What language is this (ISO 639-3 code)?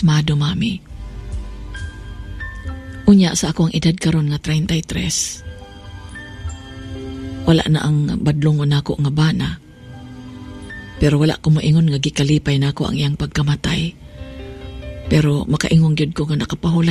ceb